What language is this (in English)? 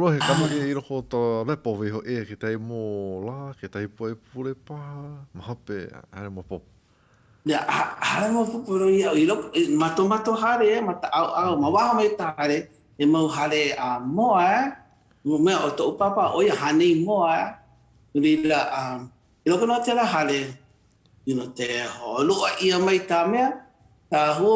Hawaiian